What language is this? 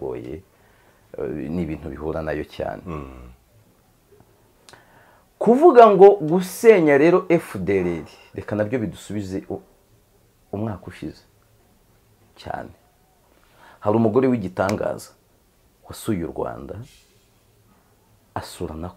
Kinyarwanda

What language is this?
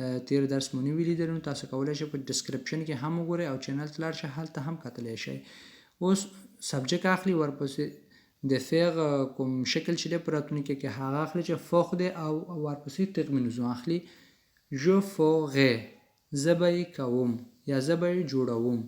Pashto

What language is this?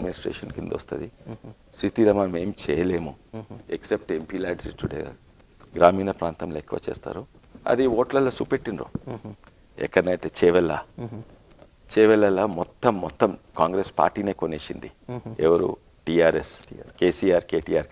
Telugu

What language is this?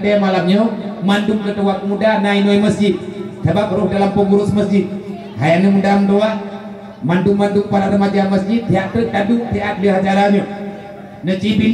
Achinese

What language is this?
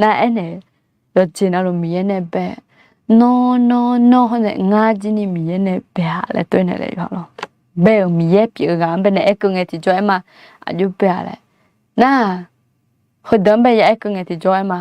Akha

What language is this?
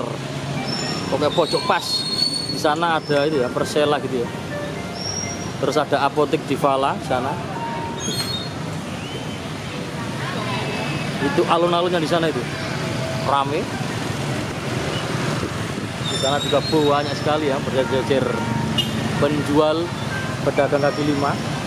Indonesian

